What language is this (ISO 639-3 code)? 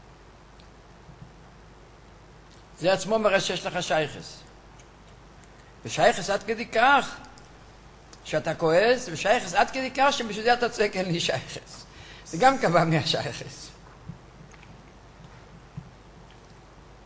heb